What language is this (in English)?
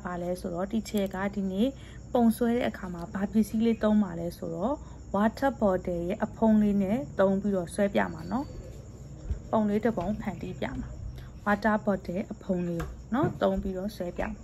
Burmese